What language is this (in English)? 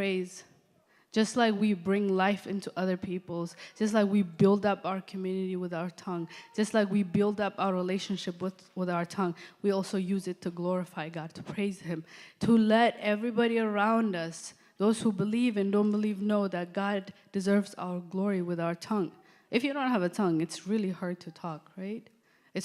English